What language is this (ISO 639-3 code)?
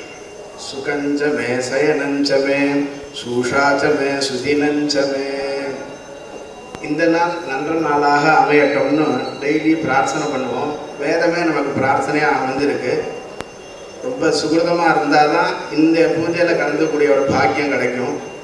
tam